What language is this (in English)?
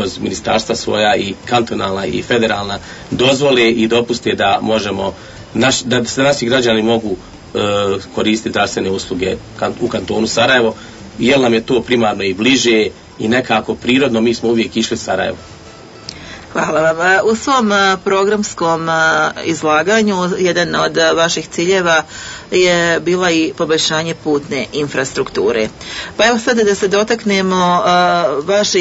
Bosnian